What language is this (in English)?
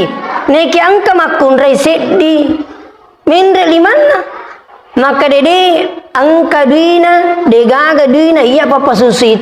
Buginese